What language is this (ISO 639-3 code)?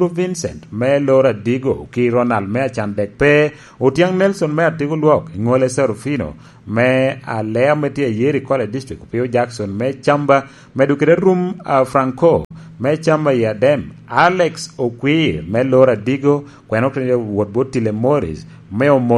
laj